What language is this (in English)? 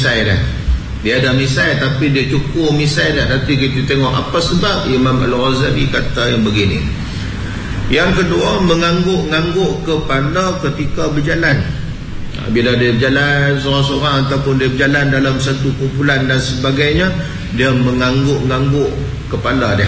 Malay